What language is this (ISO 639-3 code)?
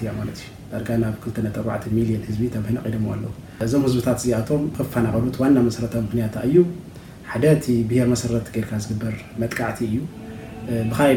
tir